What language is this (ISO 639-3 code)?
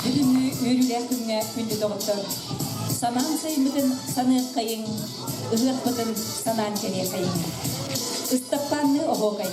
sah